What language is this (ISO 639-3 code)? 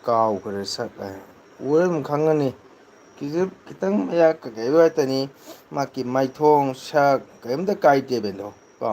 mni